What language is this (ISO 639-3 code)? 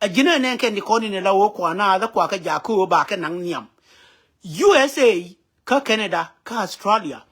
nus